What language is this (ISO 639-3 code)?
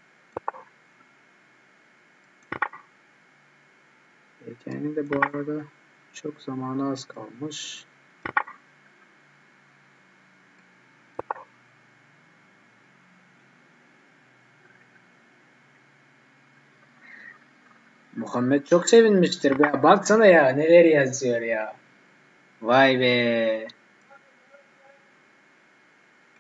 tur